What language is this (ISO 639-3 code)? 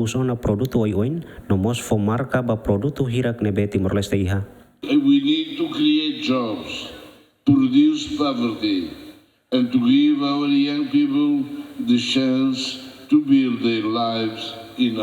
tet